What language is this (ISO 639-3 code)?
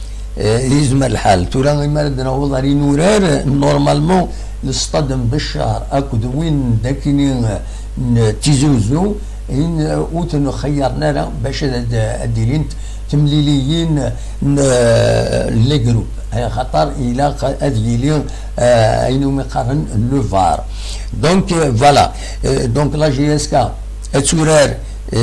kab